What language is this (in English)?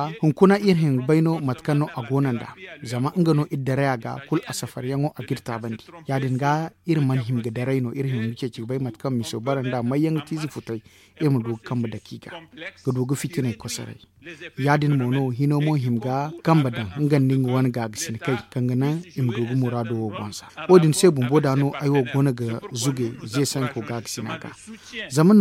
Zarma